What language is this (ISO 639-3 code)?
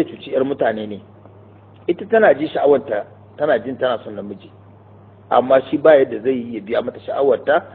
hau